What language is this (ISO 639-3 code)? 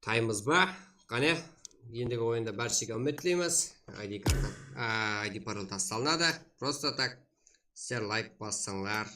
kaa